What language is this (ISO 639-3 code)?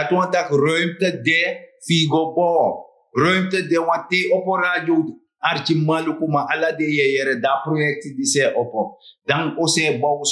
srn